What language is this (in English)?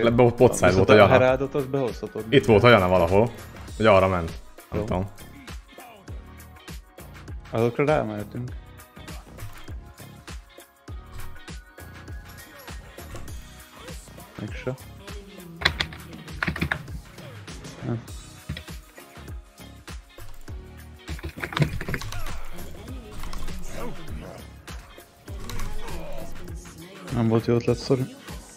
Hungarian